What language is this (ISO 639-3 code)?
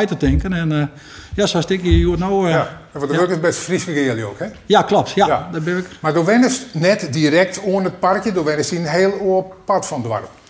fry